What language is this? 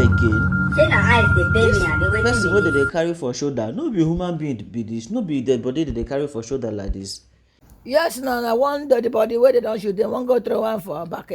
Nigerian Pidgin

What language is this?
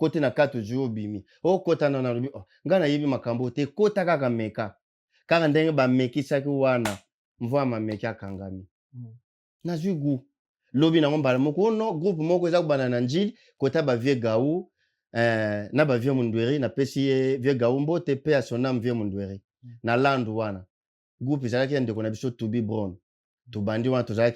Lingala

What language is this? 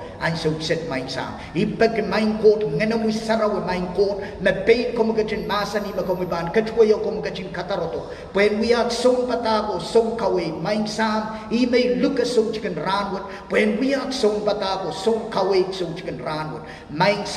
Pohnpeian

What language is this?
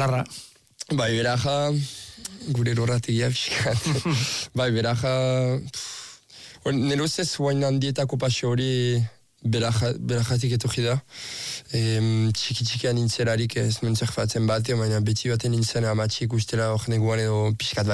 Basque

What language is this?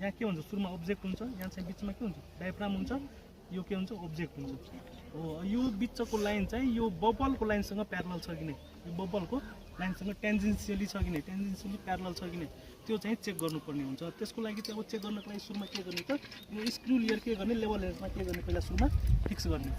Nepali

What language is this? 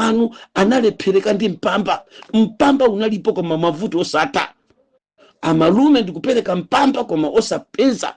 Nyanja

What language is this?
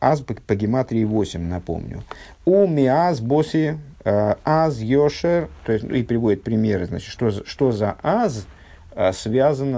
Russian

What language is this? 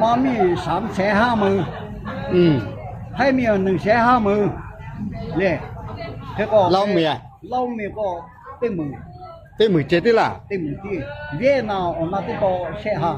Lahu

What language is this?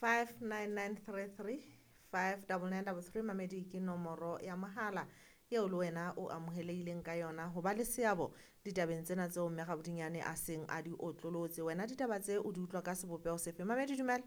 Southern Sotho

